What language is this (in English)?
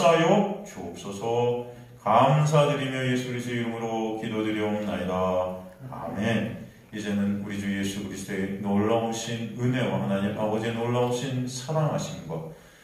Korean